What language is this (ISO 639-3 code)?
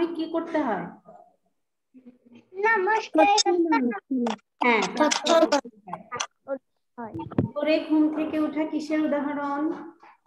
ben